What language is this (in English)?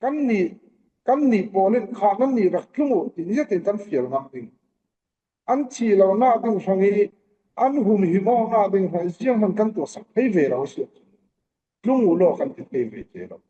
Falam Chin